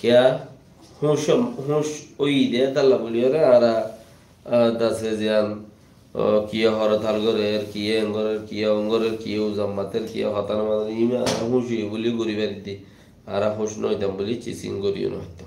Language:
Rohingya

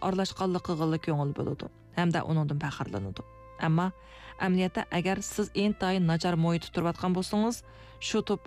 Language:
Uyghur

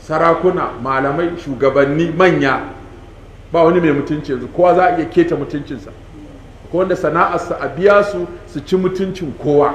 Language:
Hausa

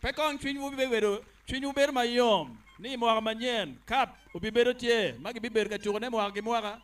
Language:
Acoli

